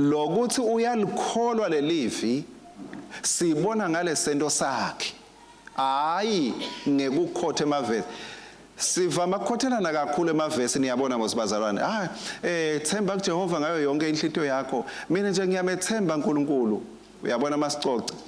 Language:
Swati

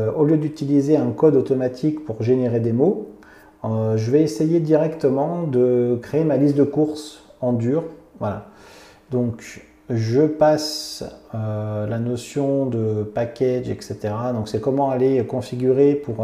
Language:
French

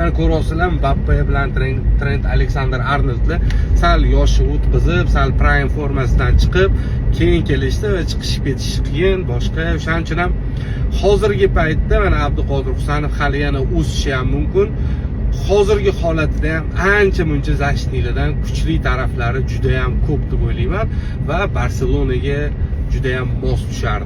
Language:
Uzbek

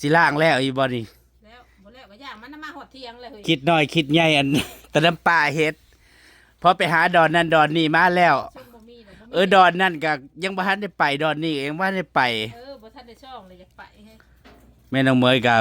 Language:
Northeastern Thai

